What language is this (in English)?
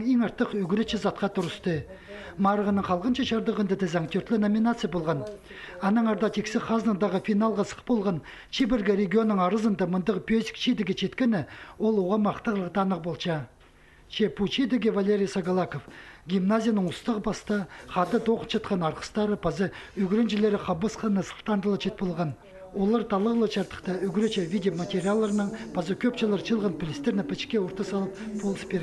Khakas